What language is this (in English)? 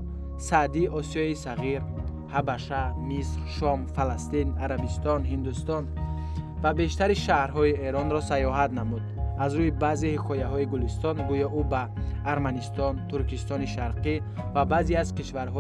Tajik